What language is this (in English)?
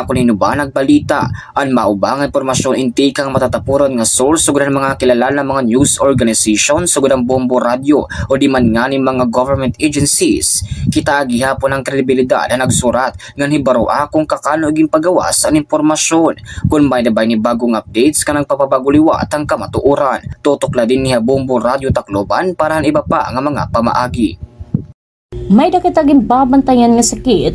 Waray